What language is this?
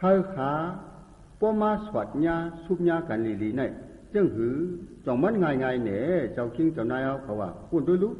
Shan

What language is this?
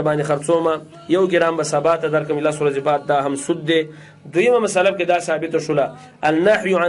Pashto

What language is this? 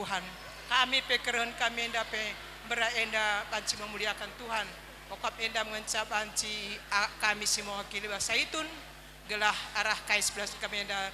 Batak Karo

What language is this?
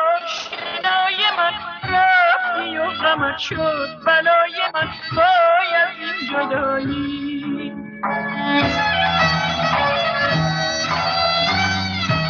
Persian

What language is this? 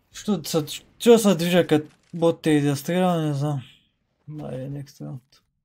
Bulgarian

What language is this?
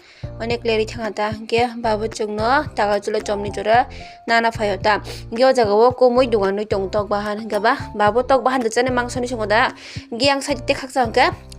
Kok Borok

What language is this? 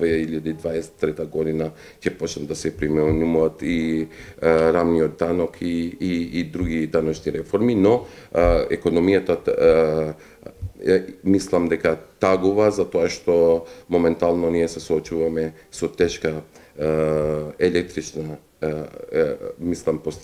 Macedonian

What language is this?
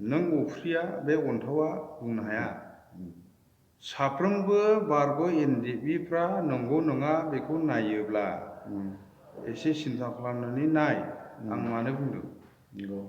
Bodo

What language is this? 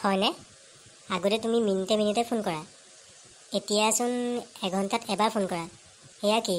Assamese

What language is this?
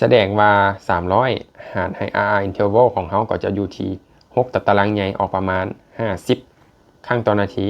Lao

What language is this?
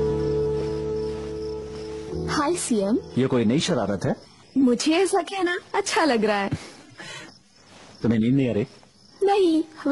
Hindi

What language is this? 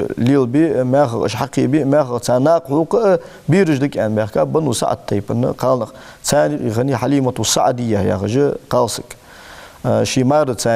Ingush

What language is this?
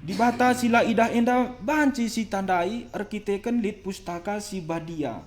Batak Karo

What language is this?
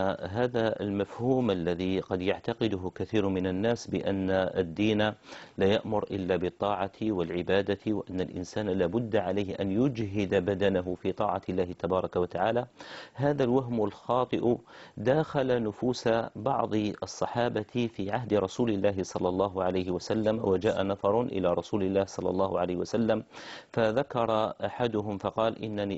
Arabic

